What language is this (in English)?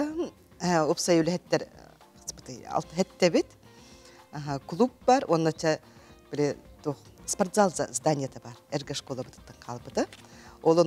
Yakut